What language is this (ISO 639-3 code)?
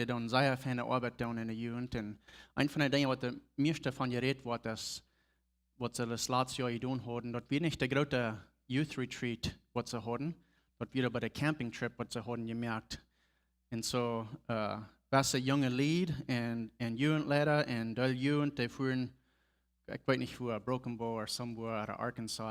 pdt